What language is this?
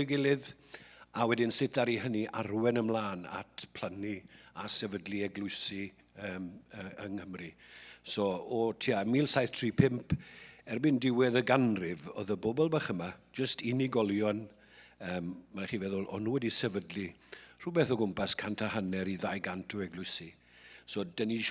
Welsh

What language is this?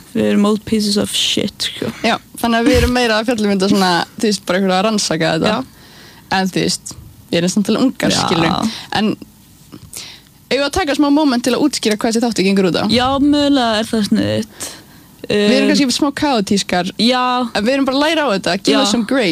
Icelandic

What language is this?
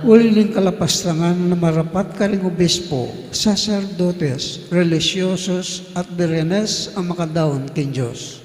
Pampanga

